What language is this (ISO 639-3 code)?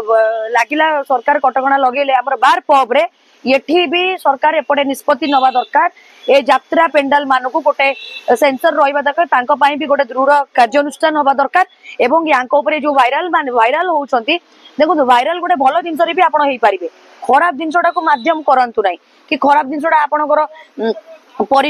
ori